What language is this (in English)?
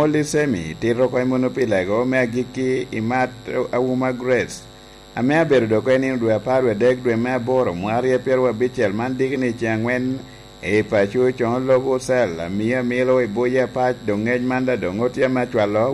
Lango (Uganda)